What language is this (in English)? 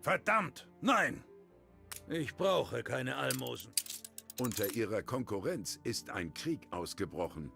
Bavarian